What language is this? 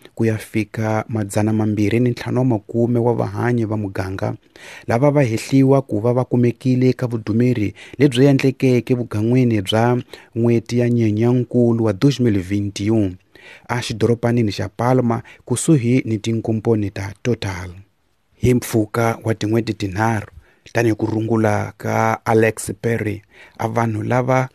Tsonga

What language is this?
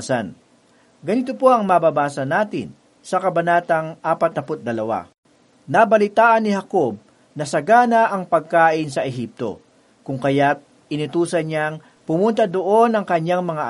Filipino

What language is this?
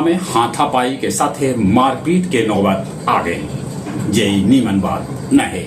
Magahi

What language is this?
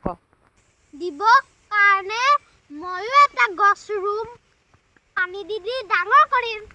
Assamese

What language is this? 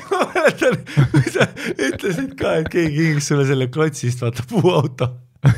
Estonian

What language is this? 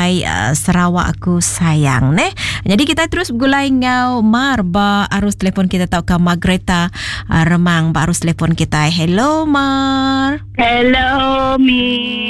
Iban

